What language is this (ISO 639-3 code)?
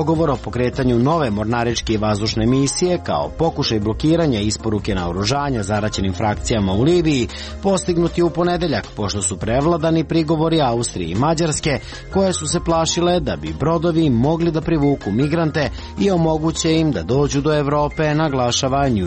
srp